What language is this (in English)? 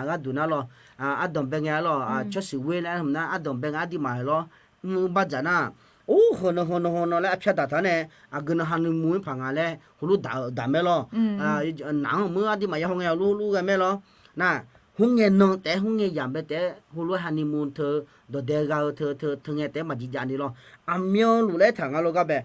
Akha